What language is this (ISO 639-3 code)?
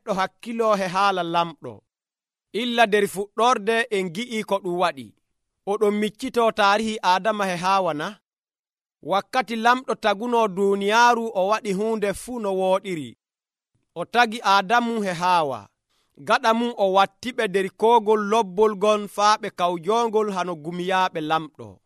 fuv